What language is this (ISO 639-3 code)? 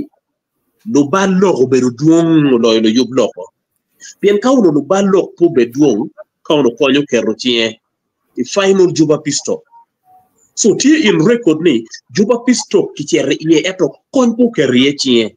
ach